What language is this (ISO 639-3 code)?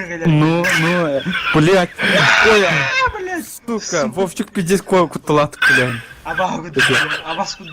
sah